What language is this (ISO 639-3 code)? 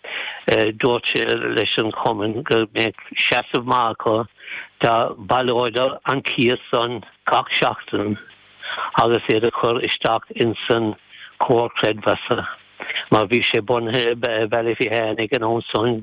gle